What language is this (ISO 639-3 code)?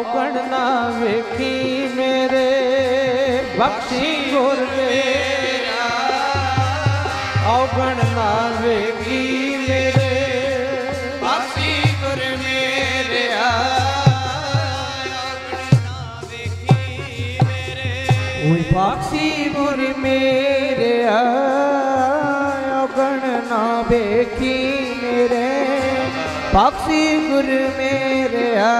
pan